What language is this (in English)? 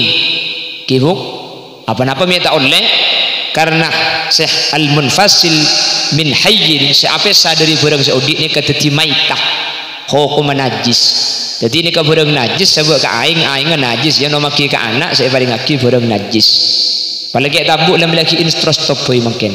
Madurese